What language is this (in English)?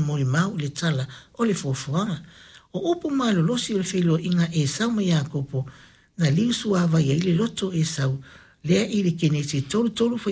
Samoan